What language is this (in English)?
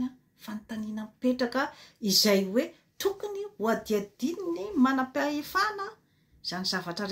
Malagasy